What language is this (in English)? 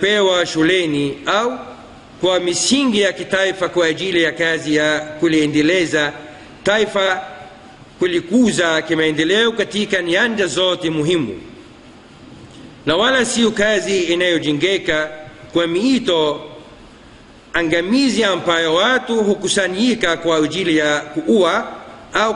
Swahili